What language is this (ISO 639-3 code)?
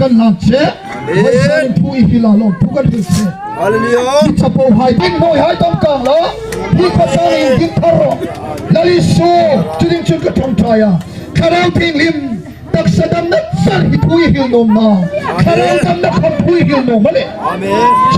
hmr